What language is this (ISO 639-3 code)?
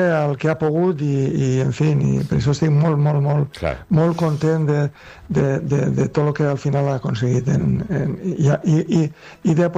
cat